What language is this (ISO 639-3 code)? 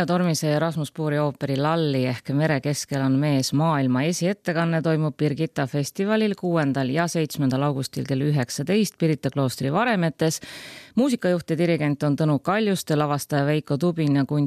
est